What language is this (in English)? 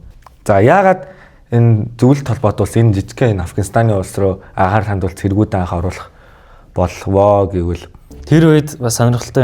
Mongolian